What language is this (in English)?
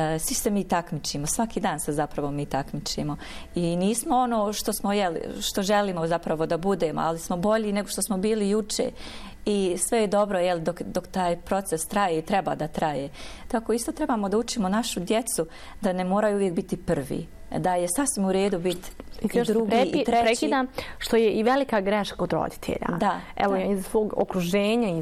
Bosnian